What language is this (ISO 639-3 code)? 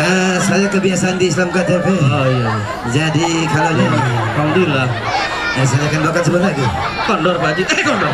bew